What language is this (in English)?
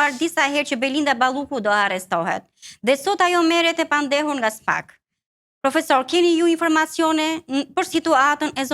Albanian